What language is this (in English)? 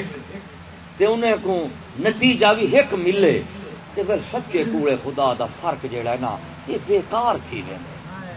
Saraiki